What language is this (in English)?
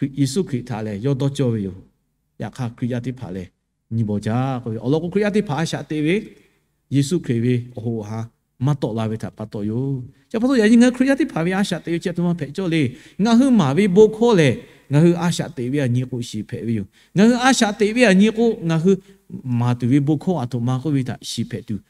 Lahu